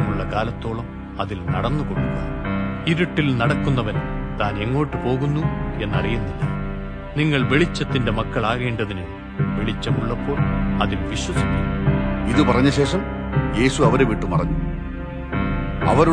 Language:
Malayalam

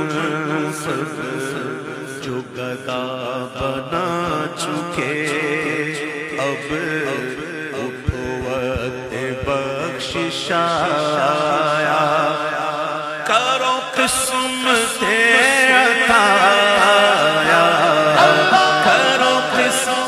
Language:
Urdu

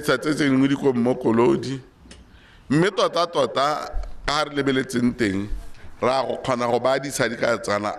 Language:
Tswana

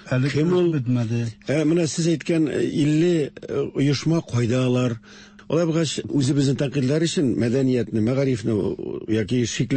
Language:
Tatar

